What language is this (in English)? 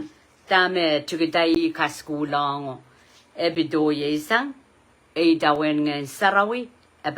Pohnpeian